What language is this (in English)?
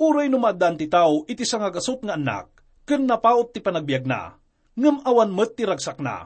Iloko